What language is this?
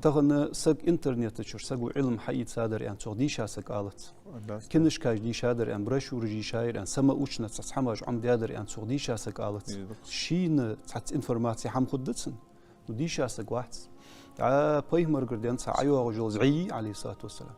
Ingush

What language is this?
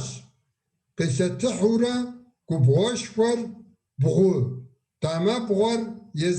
Kabardian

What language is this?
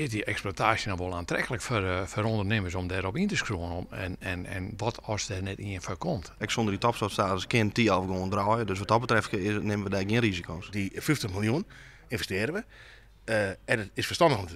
Western Frisian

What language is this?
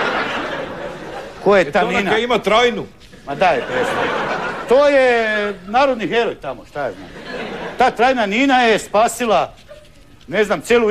Croatian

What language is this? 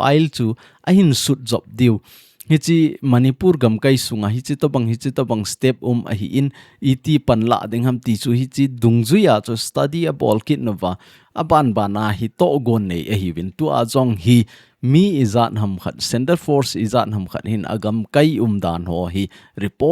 Thado Chin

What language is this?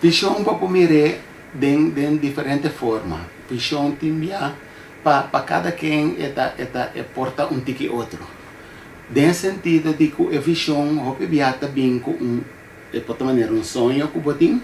Papiamento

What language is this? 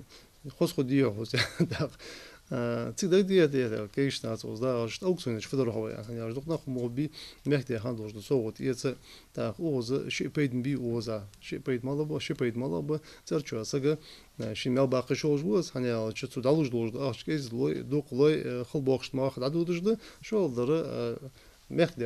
Ingush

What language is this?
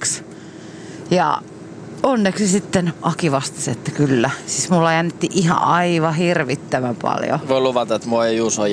Finnish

